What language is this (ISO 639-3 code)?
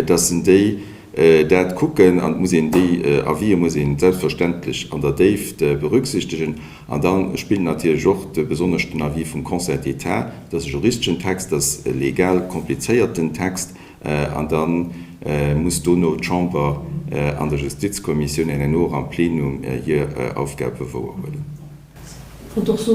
ltz